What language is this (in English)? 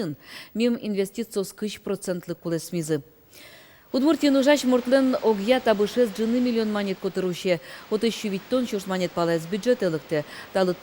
Udmurt